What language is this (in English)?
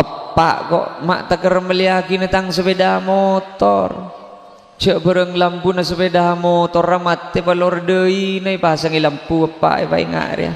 Madurese